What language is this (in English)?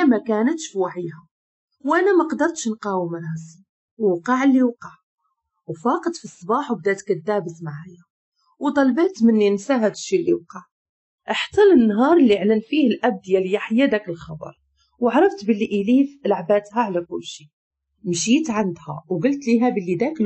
Moroccan Arabic